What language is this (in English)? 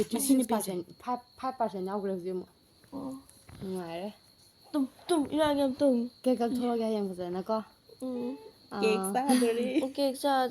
Manipuri